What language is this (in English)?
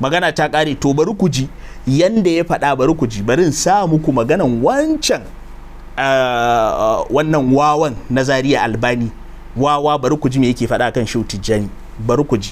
Hausa